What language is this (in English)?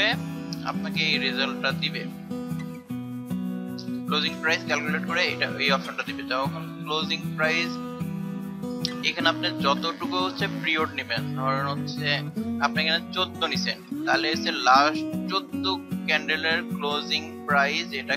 Bangla